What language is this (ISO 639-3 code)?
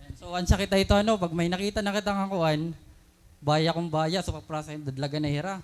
war